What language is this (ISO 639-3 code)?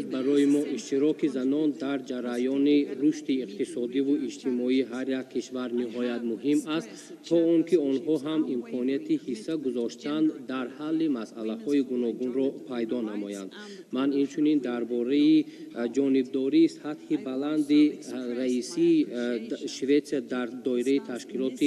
tgk